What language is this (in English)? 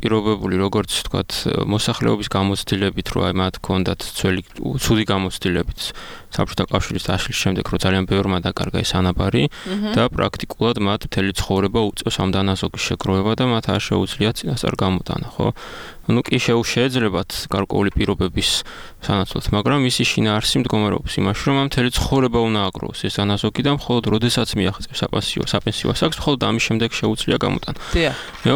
Georgian